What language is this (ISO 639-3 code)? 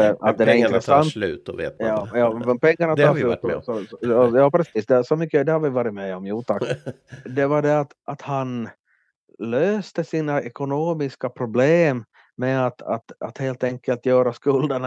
swe